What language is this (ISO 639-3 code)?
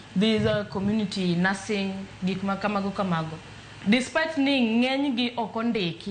luo